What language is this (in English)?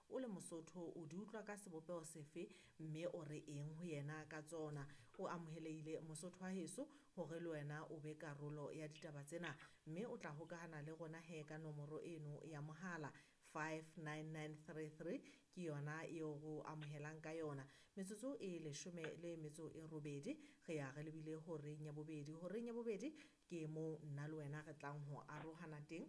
Southern Sotho